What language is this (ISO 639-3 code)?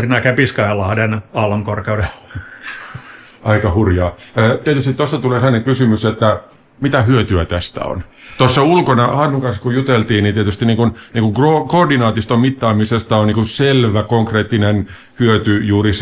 fin